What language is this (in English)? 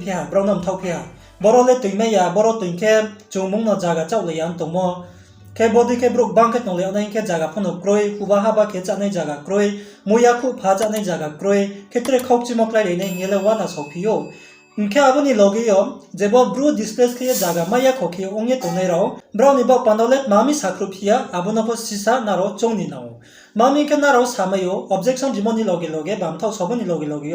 Riang (India)